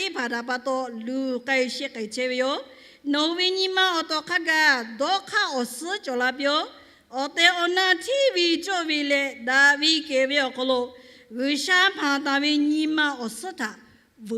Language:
Lahu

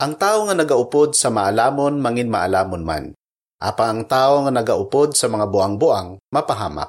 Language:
Hiligaynon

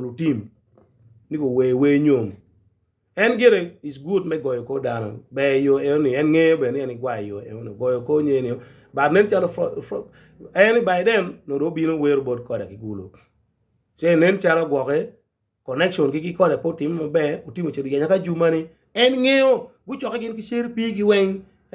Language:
Acoli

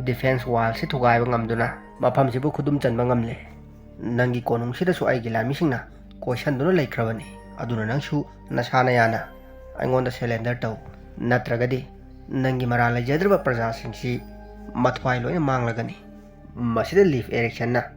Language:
Manipuri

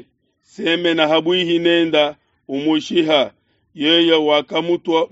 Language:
Luba-Lulua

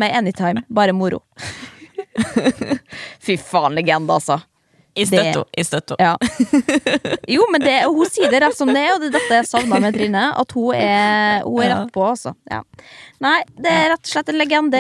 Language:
Norwegian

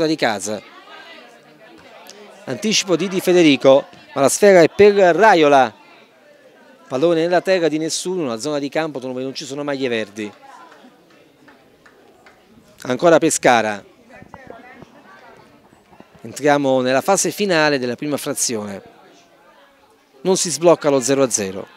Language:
Italian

